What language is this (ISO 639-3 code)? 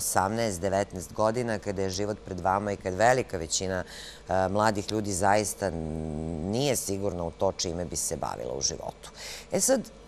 srp